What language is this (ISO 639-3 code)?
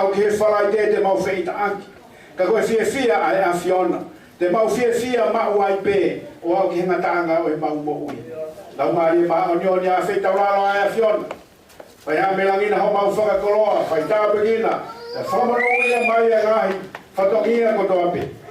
ton